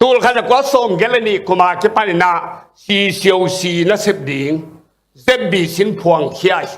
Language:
Tedim Chin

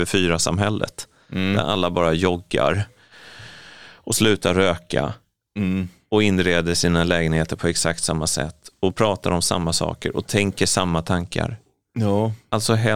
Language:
Swedish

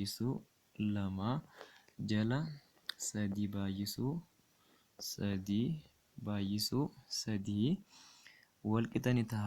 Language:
Oromo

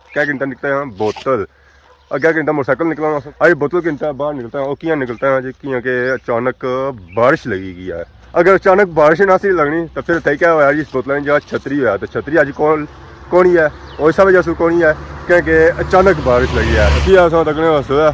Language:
Pahari-Potwari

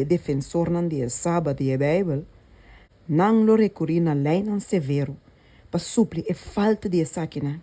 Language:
Papiamento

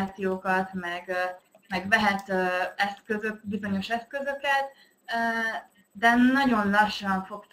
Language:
Hungarian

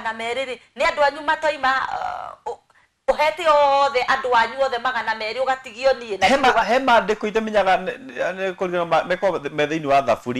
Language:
Kikuyu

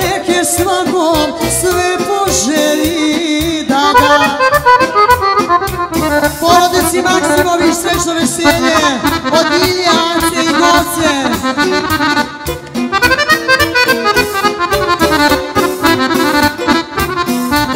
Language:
Serbian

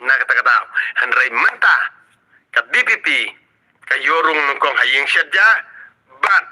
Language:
Khasi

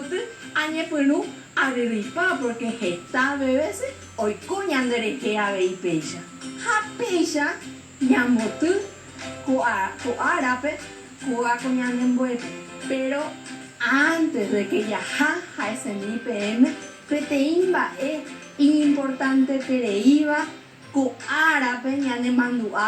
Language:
Guarani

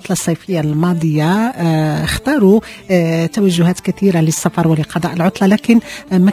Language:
Moroccan Arabic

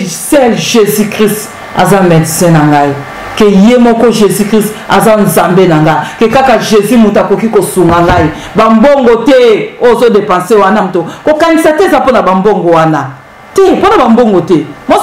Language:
Lingala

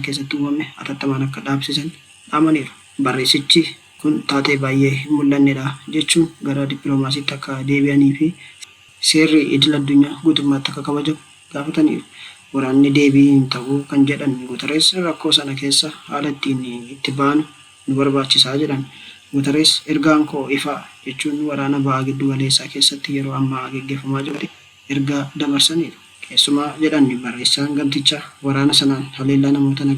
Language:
Oromo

